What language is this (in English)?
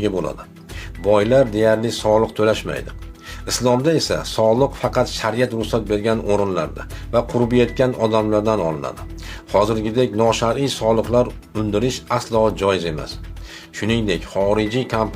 Uzbek